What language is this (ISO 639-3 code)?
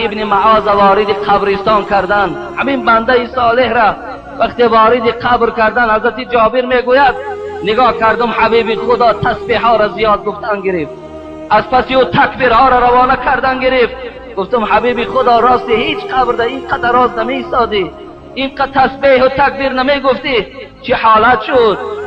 tgk